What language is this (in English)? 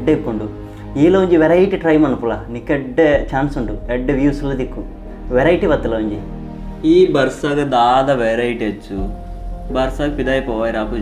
Tulu